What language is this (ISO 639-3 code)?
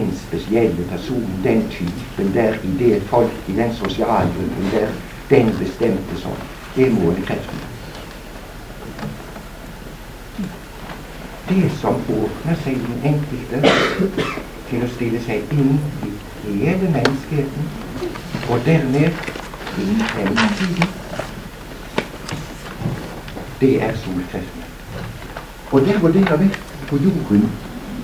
nor